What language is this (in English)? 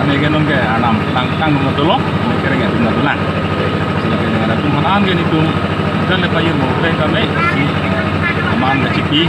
Karbi